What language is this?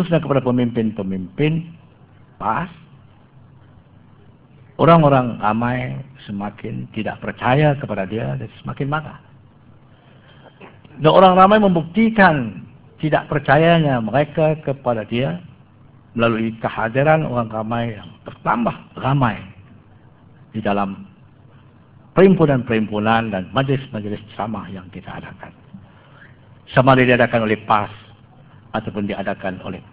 Malay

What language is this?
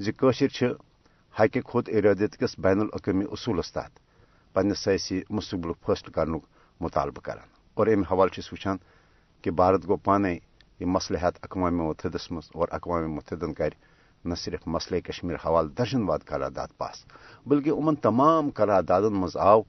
Kashmiri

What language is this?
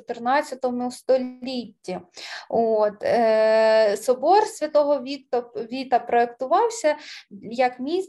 Ukrainian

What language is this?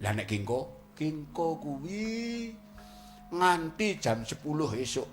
Javanese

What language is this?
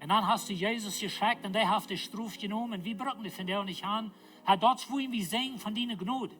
Plautdietsch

